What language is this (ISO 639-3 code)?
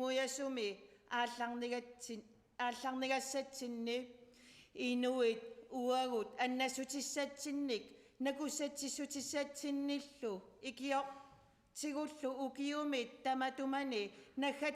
kal